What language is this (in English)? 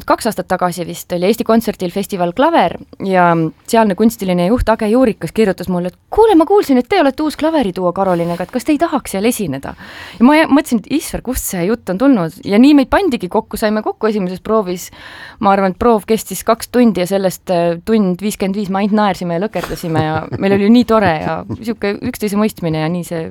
Estonian